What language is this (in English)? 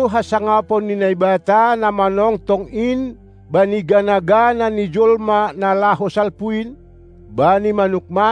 Batak Simalungun